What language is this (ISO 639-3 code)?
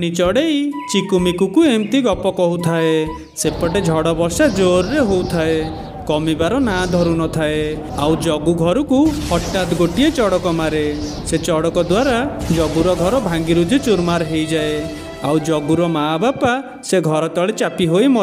ori